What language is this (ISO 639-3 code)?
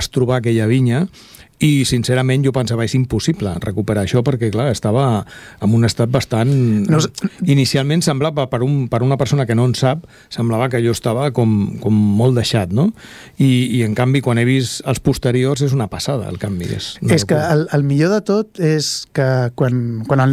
cat